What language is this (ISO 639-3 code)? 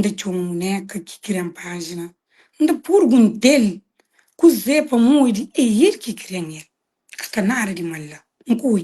kea